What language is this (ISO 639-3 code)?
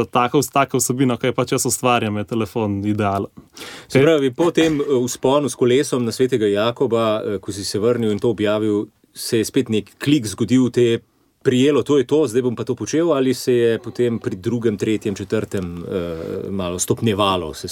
slv